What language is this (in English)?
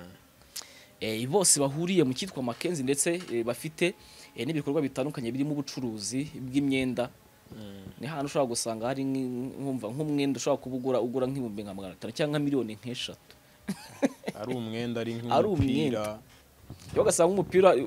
Kinyarwanda